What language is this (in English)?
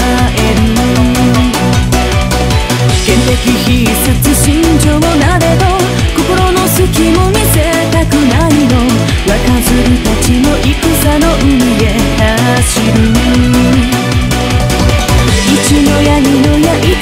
Japanese